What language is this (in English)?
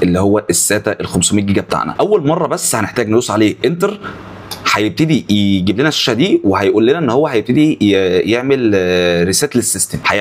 Egyptian Arabic